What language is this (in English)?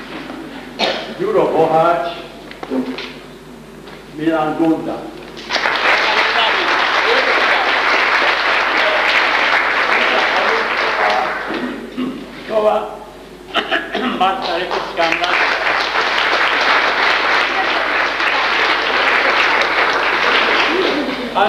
Slovak